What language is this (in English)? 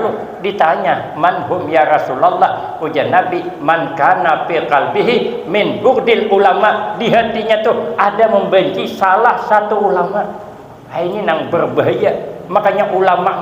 Banjar